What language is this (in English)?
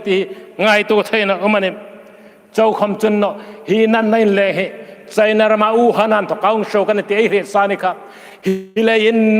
Hmar